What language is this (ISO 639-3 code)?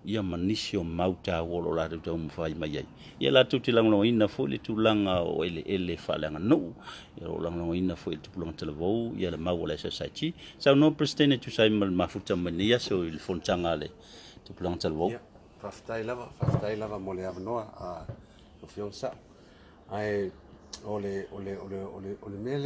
smo